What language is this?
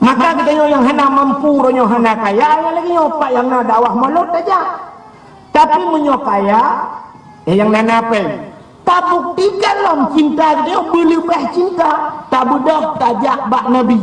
Achinese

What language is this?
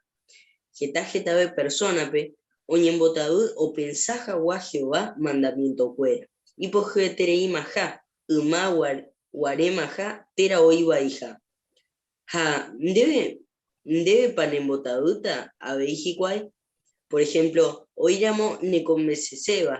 Guarani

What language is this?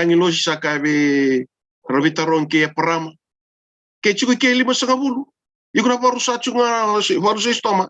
Fijian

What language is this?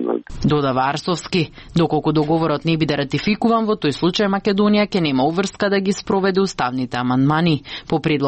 Macedonian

